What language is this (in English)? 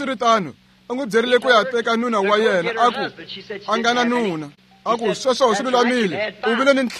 Tsonga